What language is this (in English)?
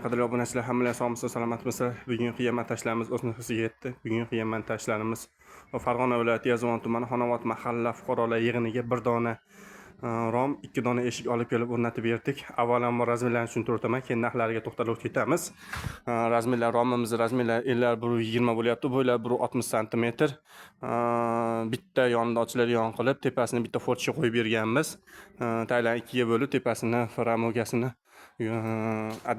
Uzbek